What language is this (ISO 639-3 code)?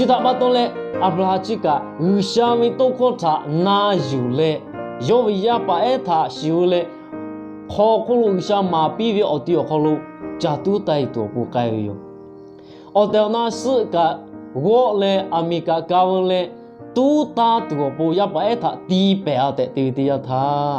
lhu